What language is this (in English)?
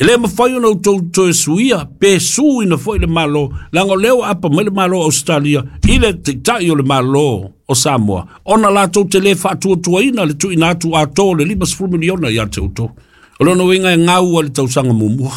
Samoan